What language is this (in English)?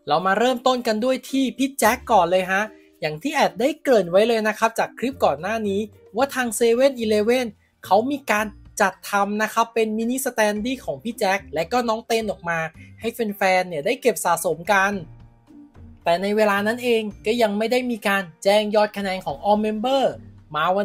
Thai